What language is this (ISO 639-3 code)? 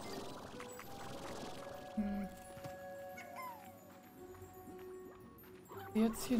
deu